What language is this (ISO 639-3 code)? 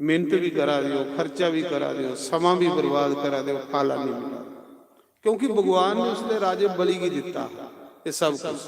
doi